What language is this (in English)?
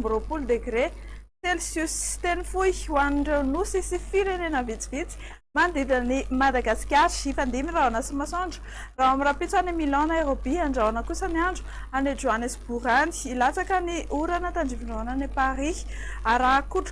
Malagasy